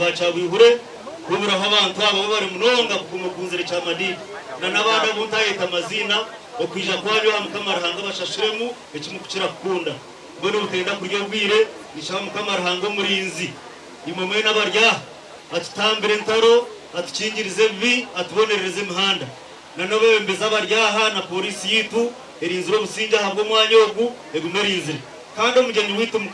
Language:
Nyankole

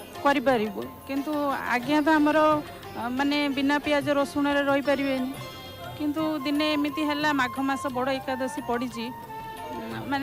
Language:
Odia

